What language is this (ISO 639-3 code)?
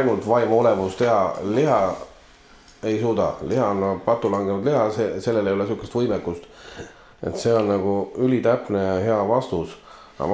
est